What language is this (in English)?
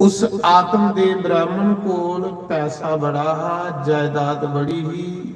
Dogri